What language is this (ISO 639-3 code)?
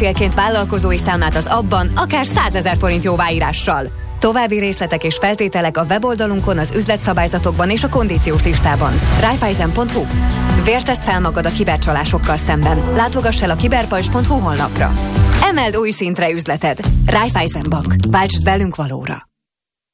hun